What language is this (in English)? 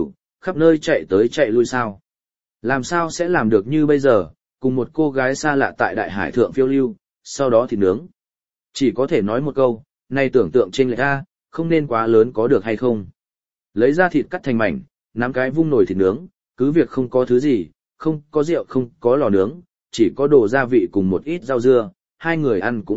Vietnamese